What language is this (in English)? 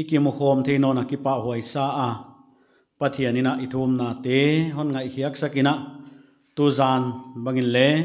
Paite Chin